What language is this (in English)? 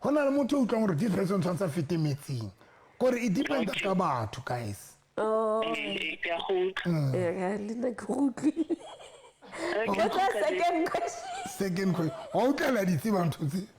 Southern Sotho